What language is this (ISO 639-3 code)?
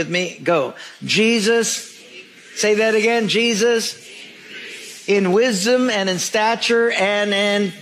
eng